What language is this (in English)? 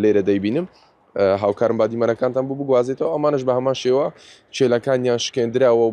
Central Kurdish